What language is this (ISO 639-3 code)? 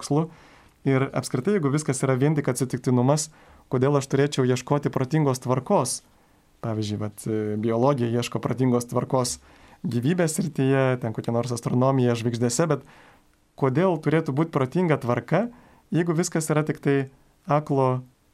lit